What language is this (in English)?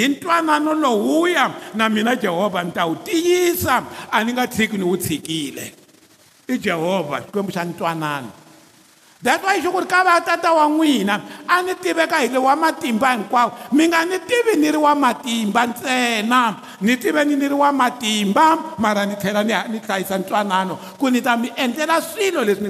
Tsonga